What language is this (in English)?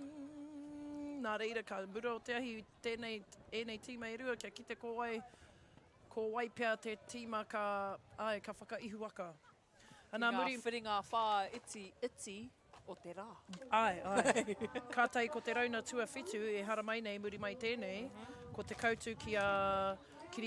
Māori